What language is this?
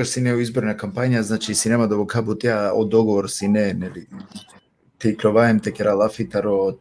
Balkan Romani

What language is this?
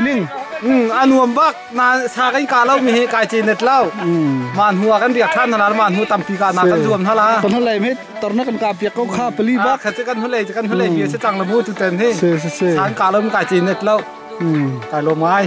Hakha Chin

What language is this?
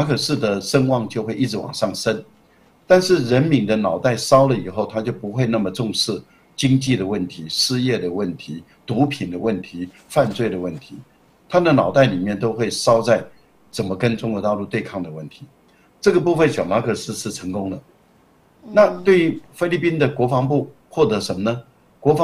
Chinese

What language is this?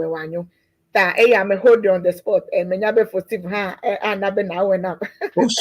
Ewe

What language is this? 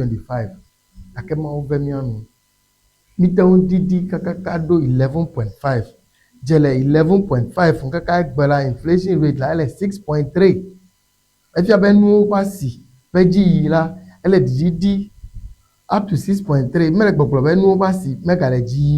Ewe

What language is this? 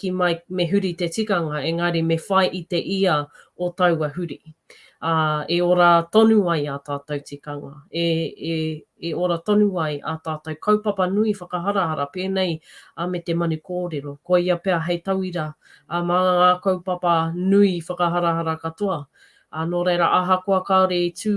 Māori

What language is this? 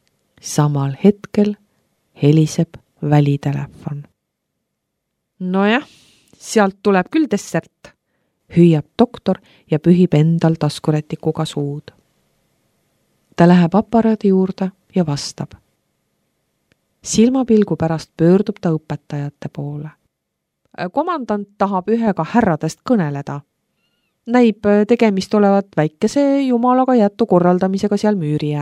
Estonian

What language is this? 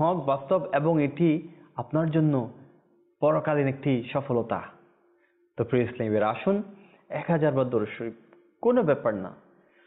Bangla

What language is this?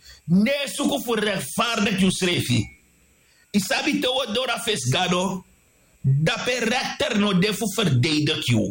Sranan Tongo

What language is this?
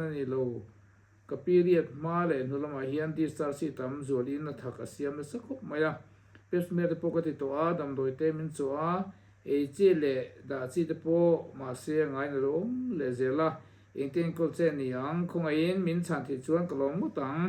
Mizo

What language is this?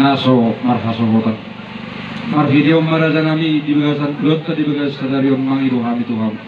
Batak Toba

